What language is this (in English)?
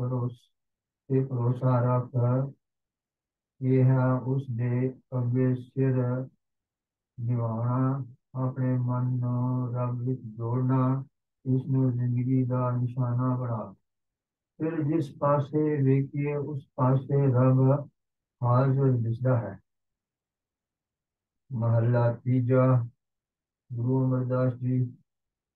Punjabi